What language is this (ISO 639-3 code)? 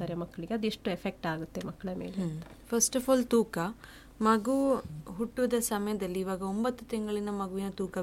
kan